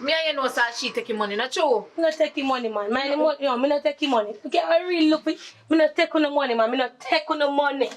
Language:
Jamaican Creole English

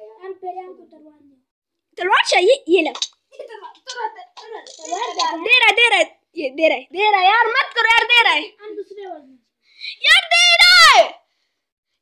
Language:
Hindi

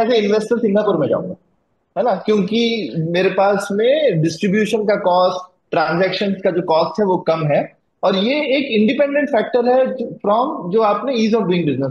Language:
Hindi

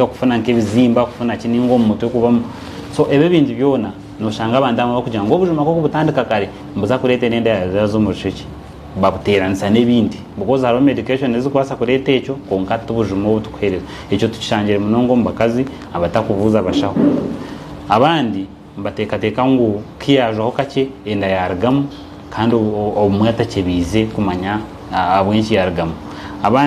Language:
Nyankole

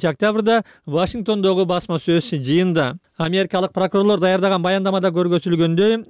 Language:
Kyrgyz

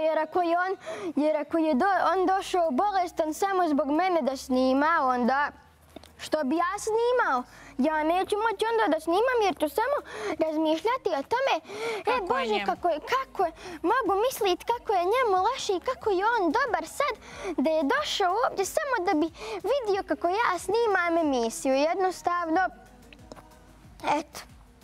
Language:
Bosnian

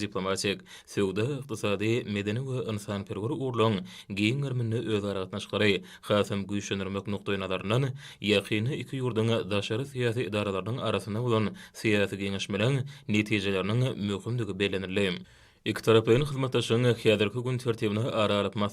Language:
Turkmen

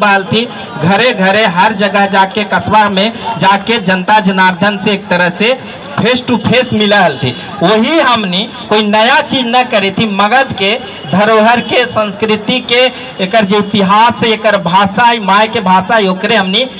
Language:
Magahi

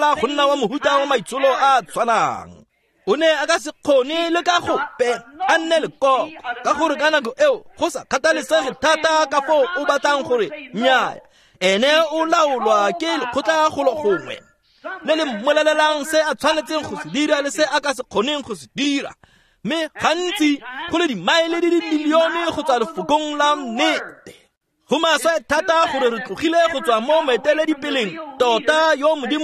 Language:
Tswana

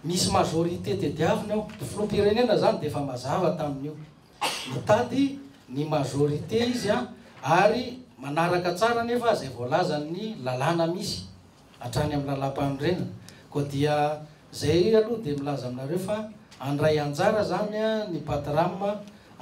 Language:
Malagasy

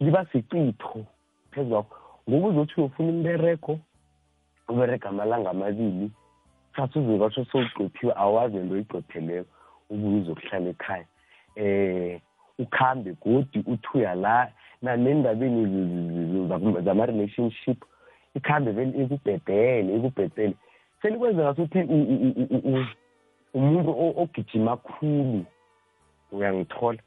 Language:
South Ndebele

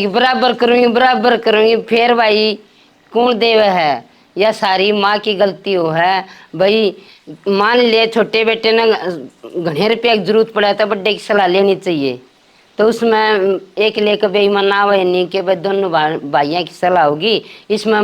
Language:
Haryanvi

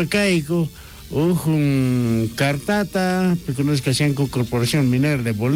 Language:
South Bolivian Quechua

